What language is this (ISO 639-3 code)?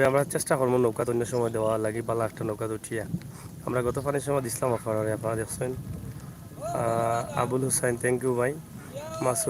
syl